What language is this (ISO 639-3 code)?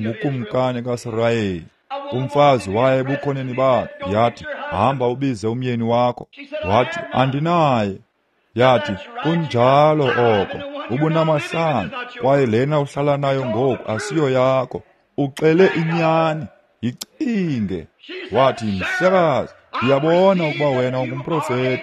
xho